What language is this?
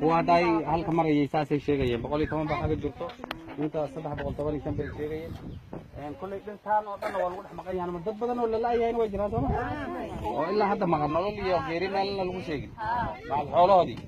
Somali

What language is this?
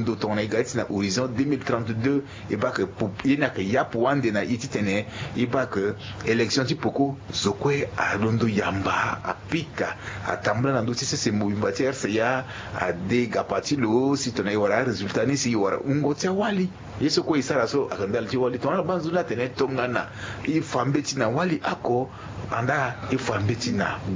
Sango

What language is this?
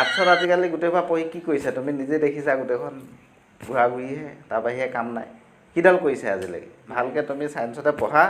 Assamese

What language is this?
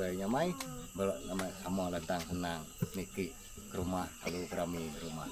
Iban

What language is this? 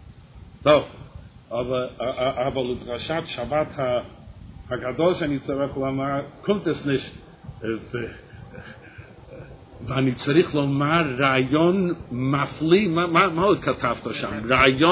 Hebrew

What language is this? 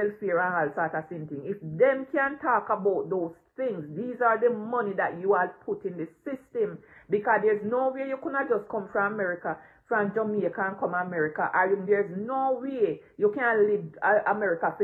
Jamaican Creole English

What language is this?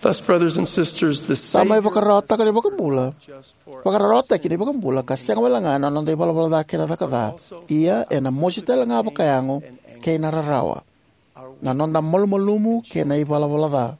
Fijian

